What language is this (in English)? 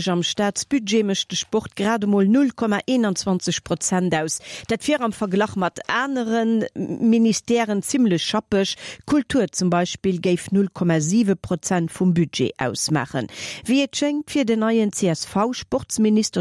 Luxembourgish